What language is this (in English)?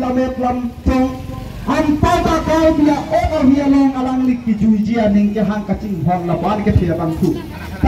Karbi